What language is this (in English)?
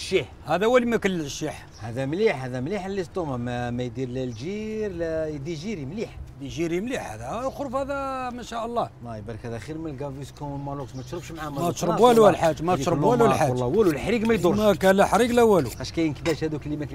Algerian Arabic